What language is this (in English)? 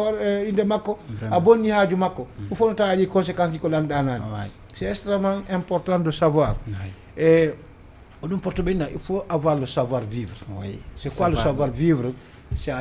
Fula